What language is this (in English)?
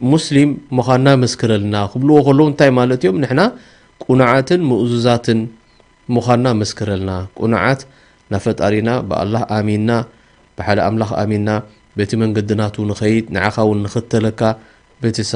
Tigrinya